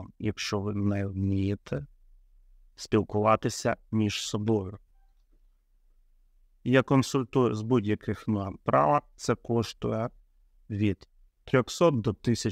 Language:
Ukrainian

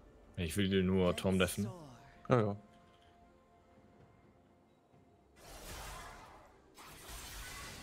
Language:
German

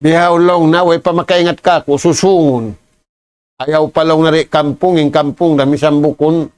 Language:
Tausug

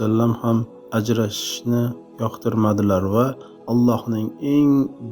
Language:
Uzbek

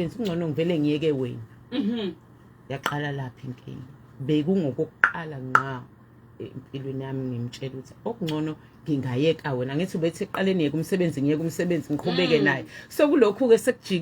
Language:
Zulu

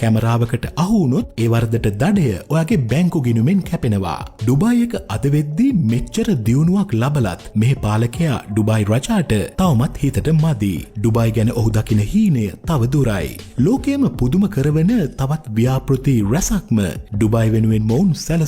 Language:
Sinhala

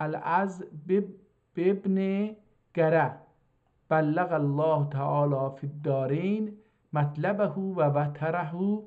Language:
South Azerbaijani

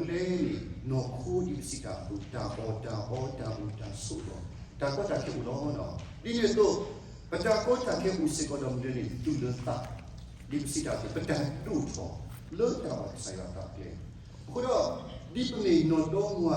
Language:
S'gaw Karen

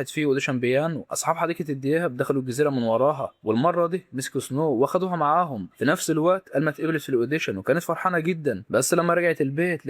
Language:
Egyptian Arabic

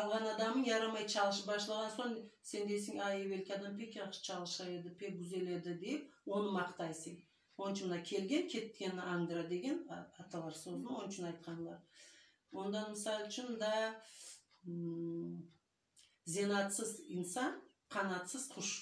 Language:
Crimean Tatar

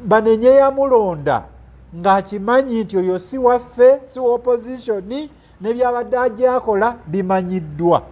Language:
Ganda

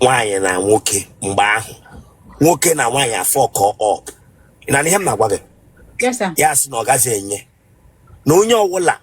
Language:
Igbo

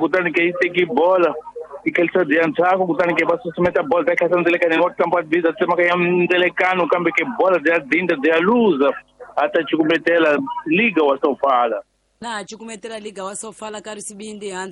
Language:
Tsonga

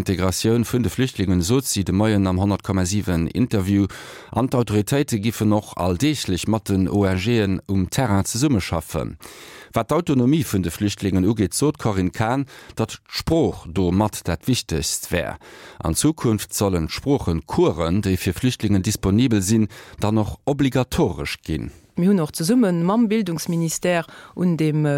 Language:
Luxembourgish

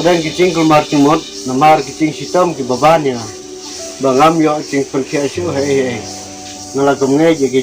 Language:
Khasi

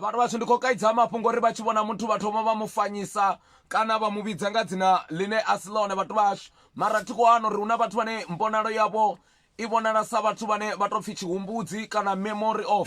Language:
Venda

